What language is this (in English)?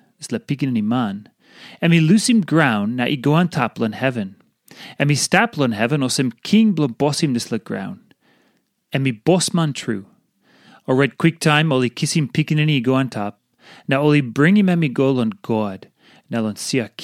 Tok Pisin